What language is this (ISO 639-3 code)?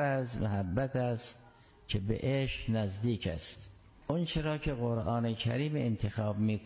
fas